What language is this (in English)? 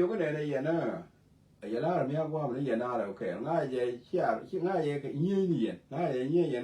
Nuer